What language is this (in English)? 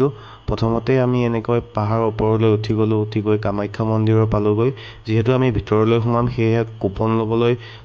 Assamese